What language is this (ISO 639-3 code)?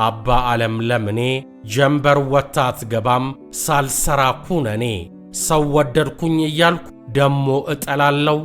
amh